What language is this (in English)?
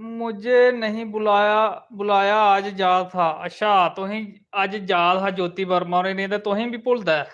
Dogri